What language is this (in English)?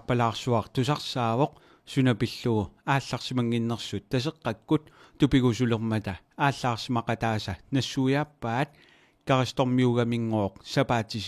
Kalaallisut